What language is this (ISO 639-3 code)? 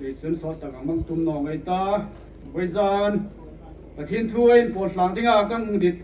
hmr